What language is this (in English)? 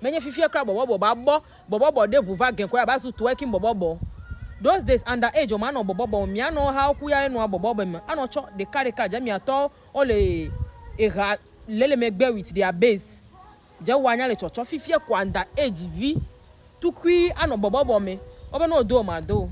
Ewe